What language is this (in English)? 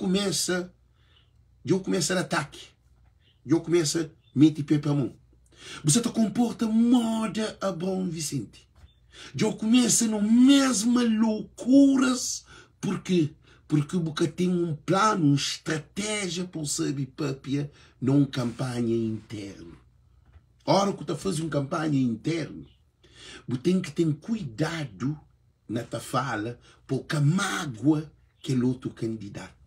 Kabuverdianu